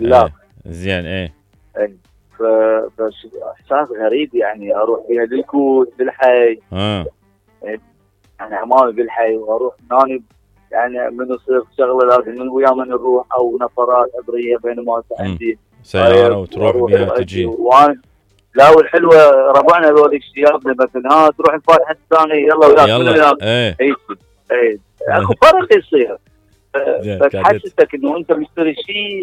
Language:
Mesopotamian Arabic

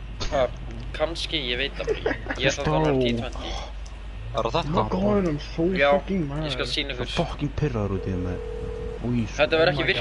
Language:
Icelandic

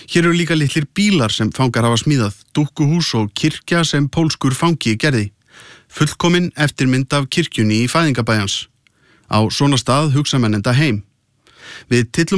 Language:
Icelandic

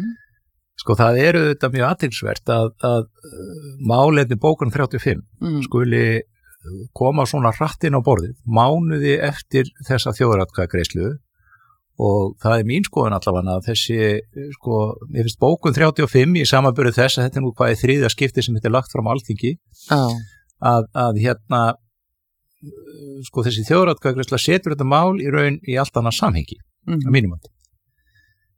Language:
Icelandic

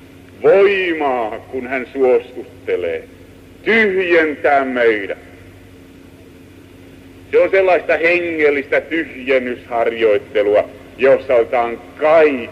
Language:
Finnish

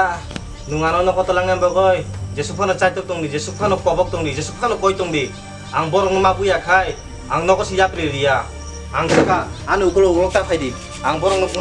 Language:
Kok Borok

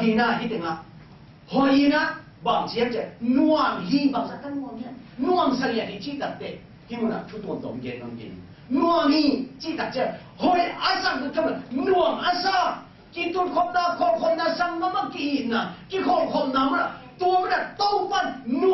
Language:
Tedim Chin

